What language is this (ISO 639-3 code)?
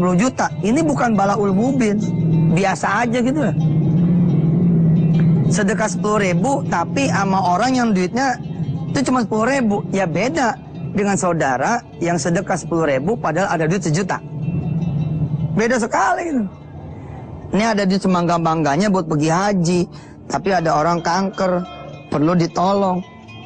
ind